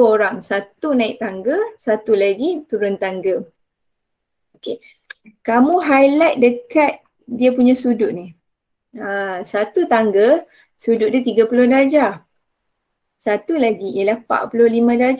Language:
Malay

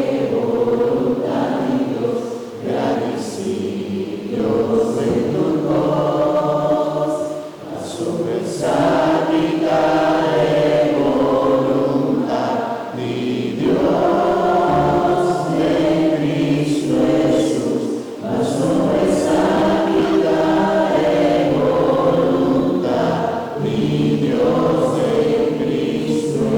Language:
Papiamento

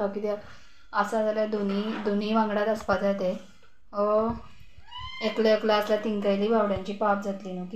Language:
Konkani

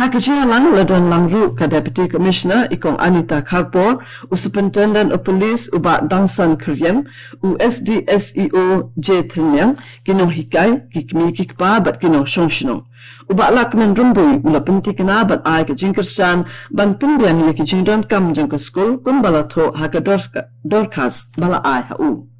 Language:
Khasi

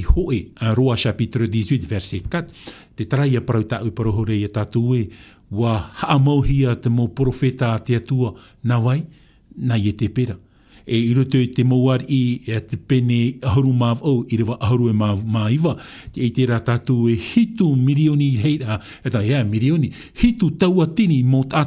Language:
Tahitian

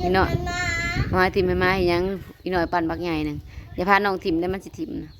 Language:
Northeastern Thai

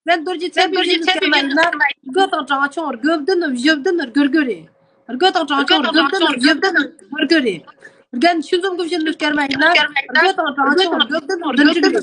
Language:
Tibetan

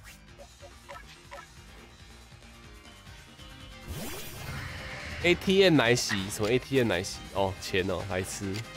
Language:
Chinese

